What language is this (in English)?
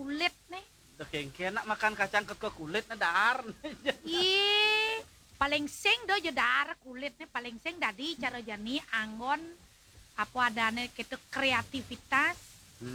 Balinese